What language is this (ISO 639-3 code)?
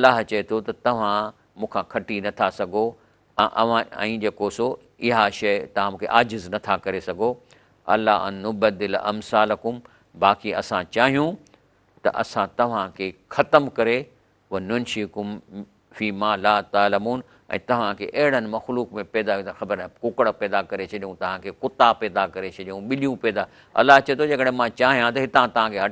snd